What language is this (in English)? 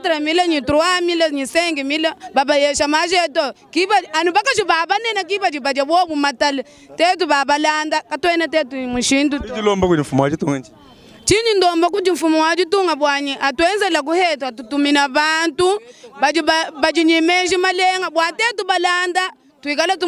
Luba-Lulua